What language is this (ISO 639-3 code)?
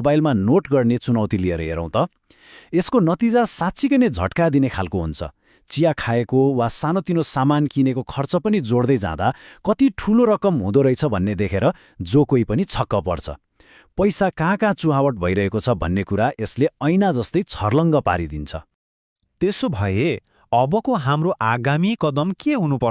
nep